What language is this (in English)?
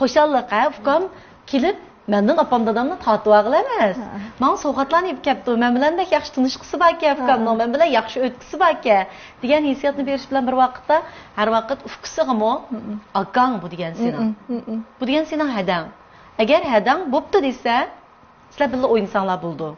Uyghur